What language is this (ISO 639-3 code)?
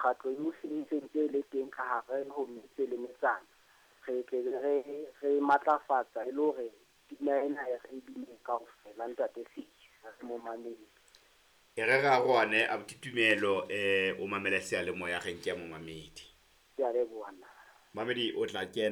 sot